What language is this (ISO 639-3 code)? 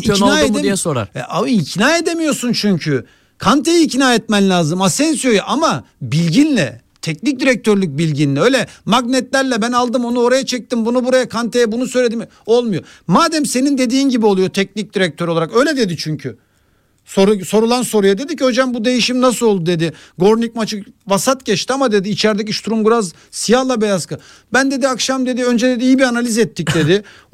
tur